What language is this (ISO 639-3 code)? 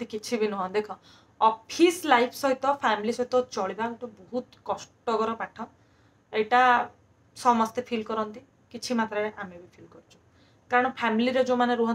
ori